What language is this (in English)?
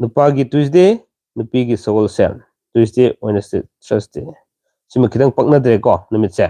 Manipuri